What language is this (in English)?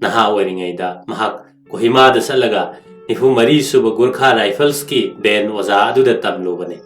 Manipuri